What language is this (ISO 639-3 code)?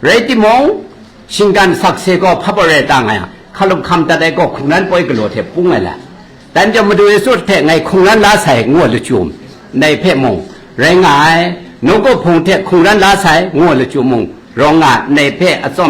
kac